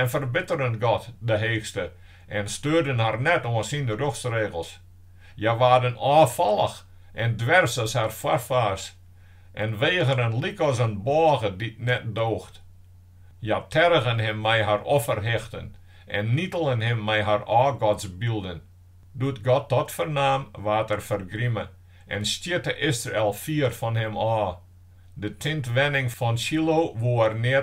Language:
Western Frisian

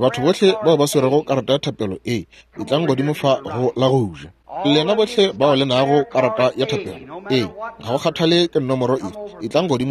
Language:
Northern Sotho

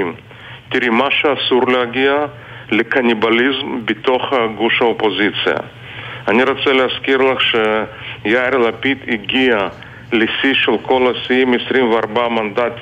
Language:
Hebrew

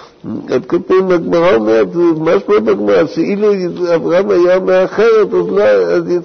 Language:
Hebrew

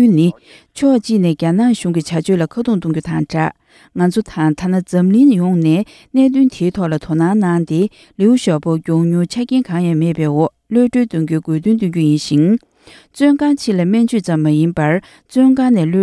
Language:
Tibetan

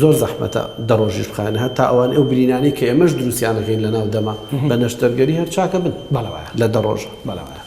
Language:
Central Kurdish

